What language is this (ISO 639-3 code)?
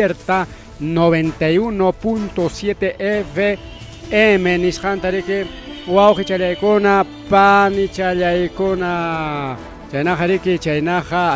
quy